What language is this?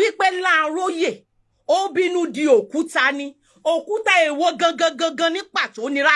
Yoruba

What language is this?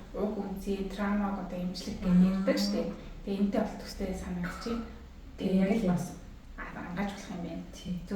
Mongolian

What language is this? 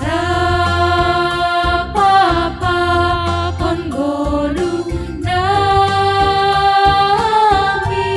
Batak Simalungun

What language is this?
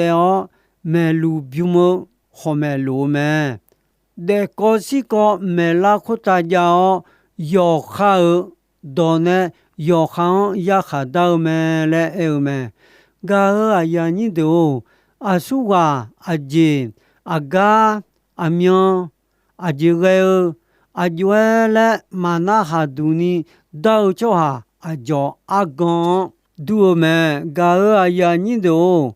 Akha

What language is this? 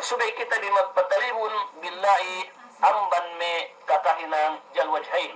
Yakan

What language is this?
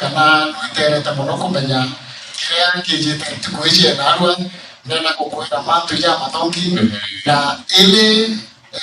Meru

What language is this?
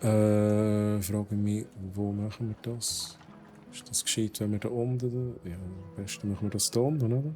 Swiss German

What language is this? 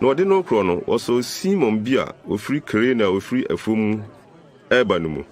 Akan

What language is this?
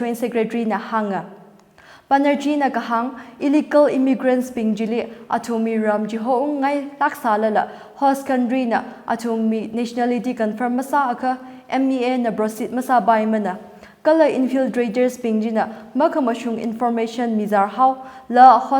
Tangkhul Naga (India)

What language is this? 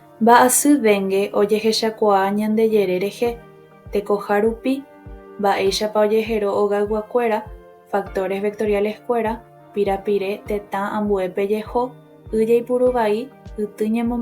Guarani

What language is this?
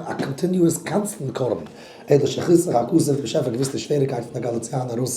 Yiddish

